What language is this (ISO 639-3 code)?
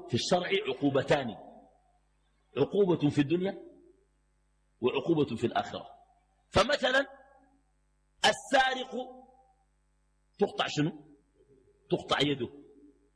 ara